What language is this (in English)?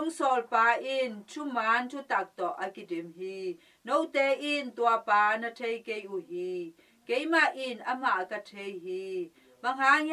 Tedim Chin